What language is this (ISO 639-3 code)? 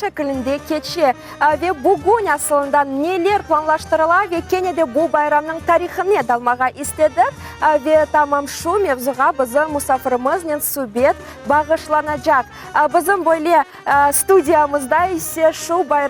crh